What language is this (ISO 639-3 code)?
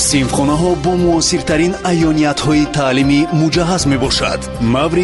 tgk